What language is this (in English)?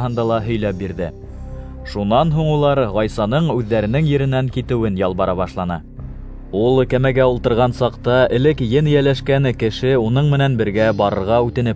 Bashkir